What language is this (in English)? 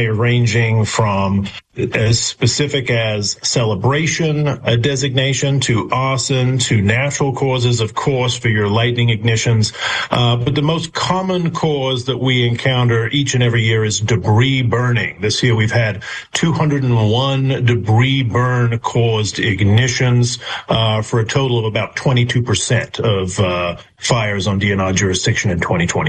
English